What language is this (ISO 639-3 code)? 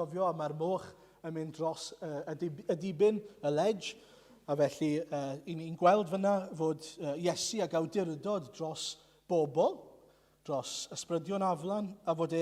cym